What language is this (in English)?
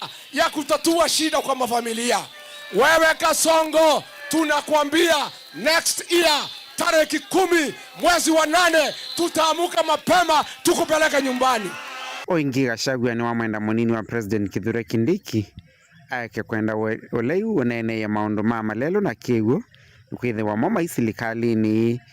Kamba